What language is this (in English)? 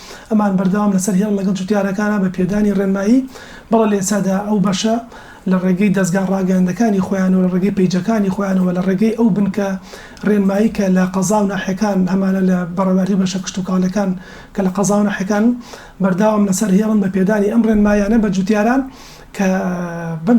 Central Kurdish